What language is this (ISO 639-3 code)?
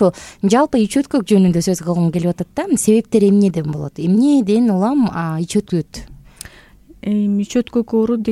kir